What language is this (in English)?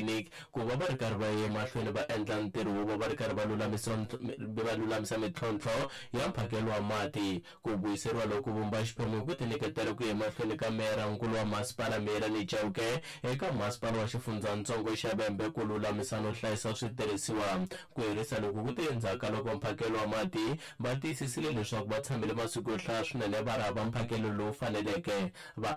Tsonga